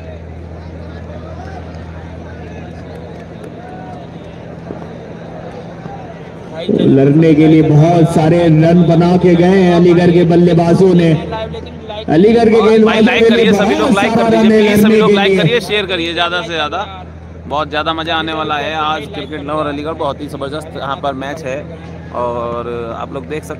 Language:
Hindi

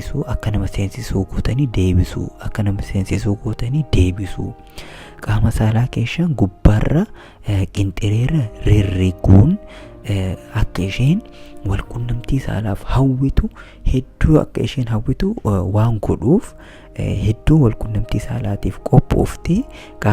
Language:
Oromo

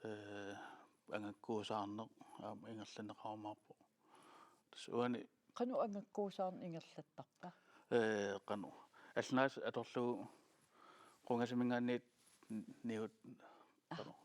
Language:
Kalaallisut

